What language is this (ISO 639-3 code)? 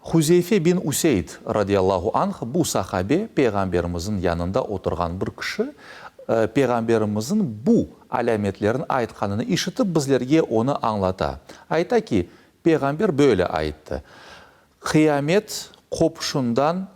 crh